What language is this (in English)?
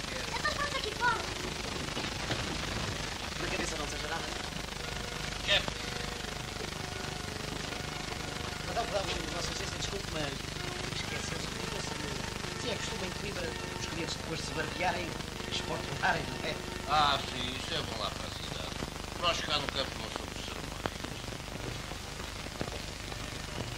Portuguese